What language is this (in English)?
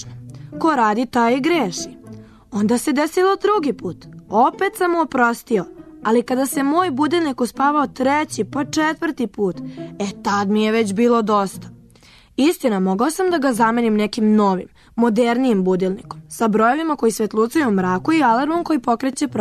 Serbian